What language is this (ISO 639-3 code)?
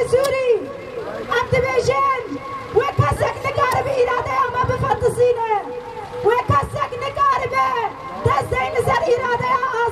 kur